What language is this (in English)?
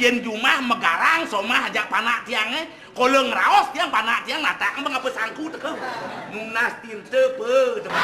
Balinese